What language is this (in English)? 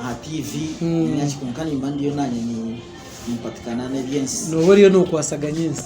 Nyankole